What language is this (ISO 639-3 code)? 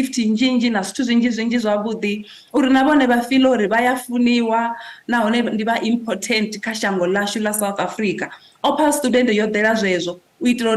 ven